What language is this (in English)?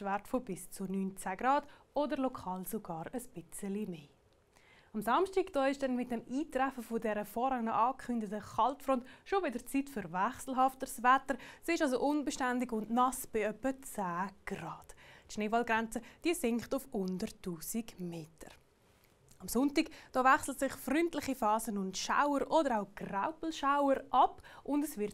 Swiss German